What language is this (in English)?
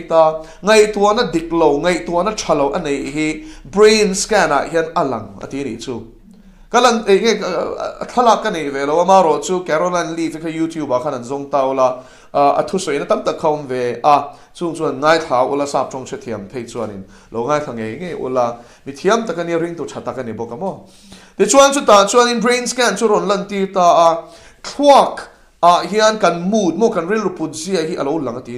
Mizo